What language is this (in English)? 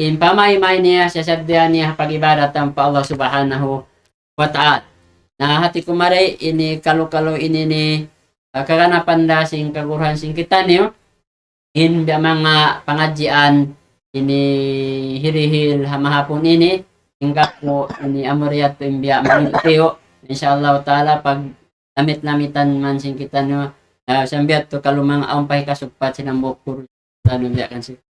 Tausug